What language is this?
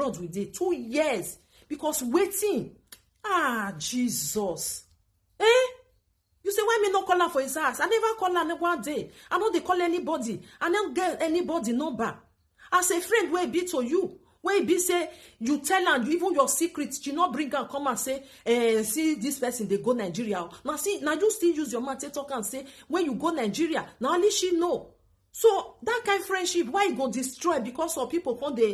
Nigerian Pidgin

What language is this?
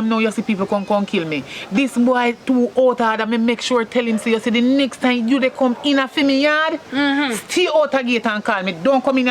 Jamaican Creole English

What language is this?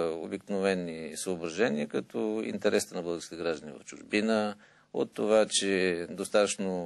Bulgarian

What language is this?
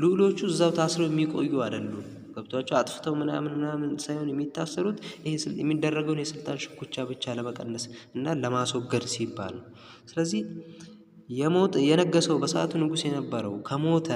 Amharic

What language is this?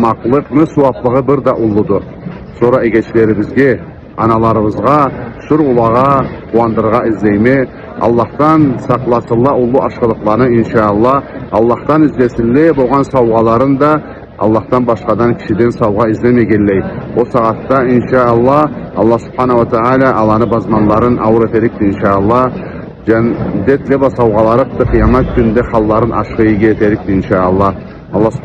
Karachay-Balkar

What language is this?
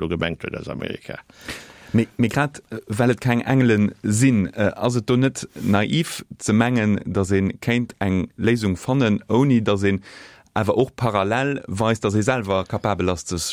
Luxembourgish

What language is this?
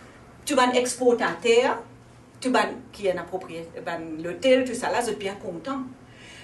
Morisyen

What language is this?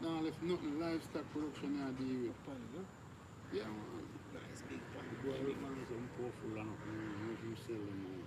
Jamaican Creole English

